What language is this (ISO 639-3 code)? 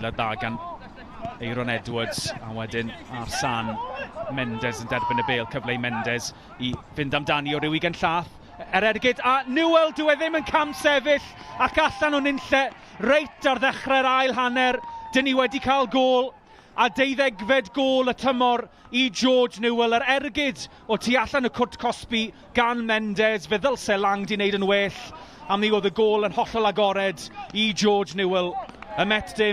cym